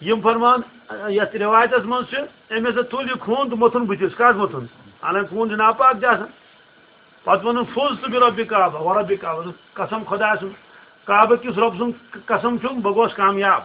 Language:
Kashmiri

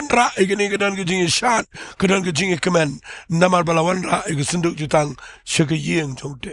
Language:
Khasi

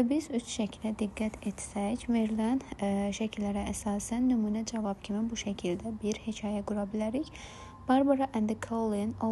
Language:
Azerbaijani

